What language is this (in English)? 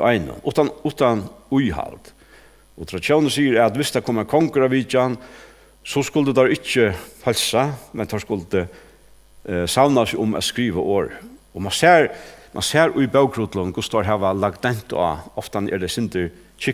Faroese